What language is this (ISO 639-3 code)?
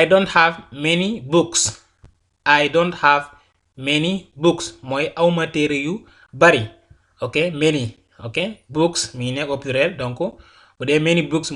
wol